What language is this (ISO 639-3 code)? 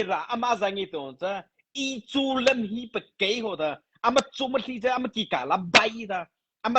mrh